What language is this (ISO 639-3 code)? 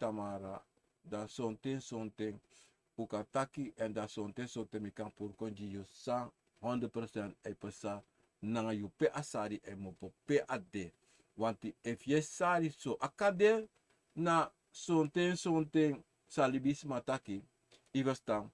srn